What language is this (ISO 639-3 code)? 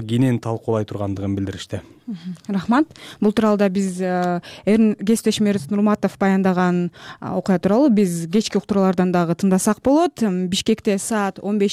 kir